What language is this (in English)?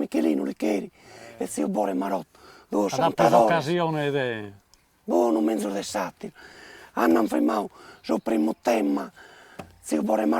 Sardinian